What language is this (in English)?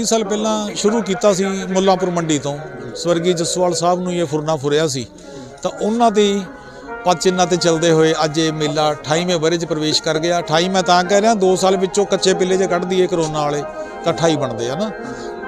Punjabi